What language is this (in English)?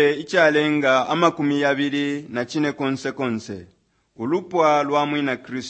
Bemba